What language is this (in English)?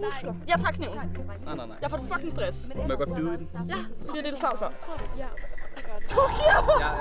Danish